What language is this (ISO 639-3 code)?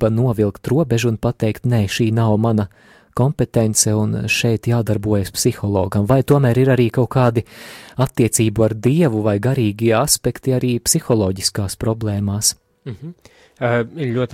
lav